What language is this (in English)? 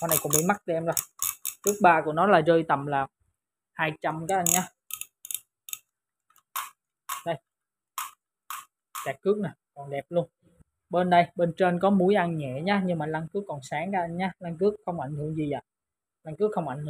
Vietnamese